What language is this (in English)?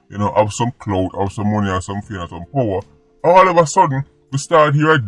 Jamaican Creole English